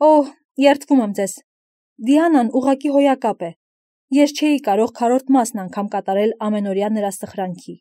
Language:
Armenian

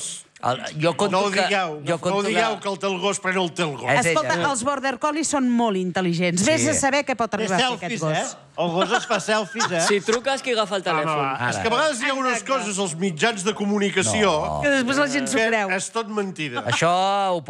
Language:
Catalan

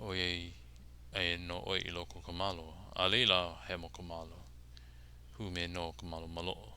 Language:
Hawaiian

